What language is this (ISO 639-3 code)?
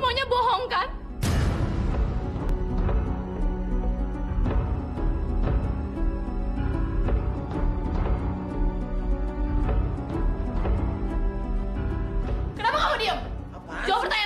ind